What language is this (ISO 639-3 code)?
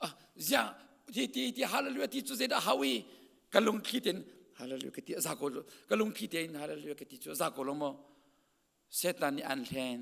cnh